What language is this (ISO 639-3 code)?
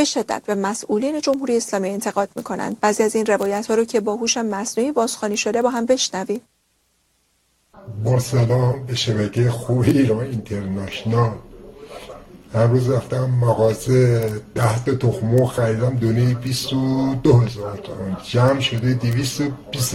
fas